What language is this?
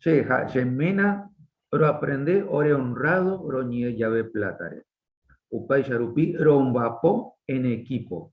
Guarani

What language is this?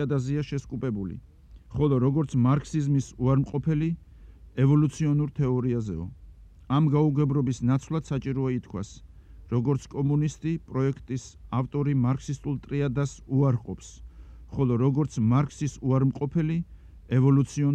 Georgian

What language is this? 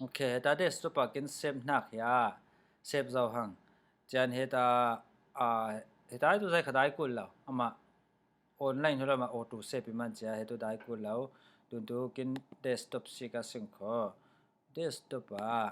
Falam Chin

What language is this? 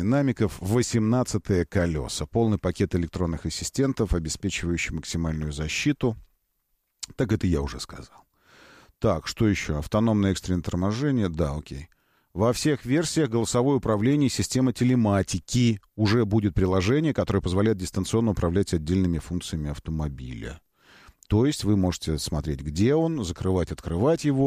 Russian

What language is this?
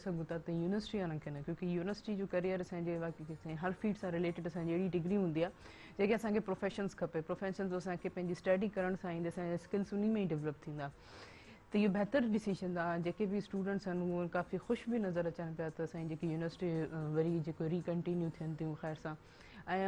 Sindhi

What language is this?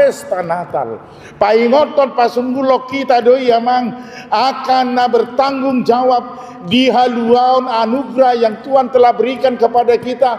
Batak Toba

